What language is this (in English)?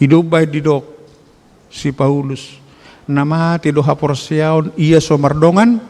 Batak Toba